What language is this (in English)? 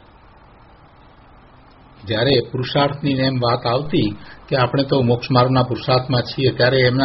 Gujarati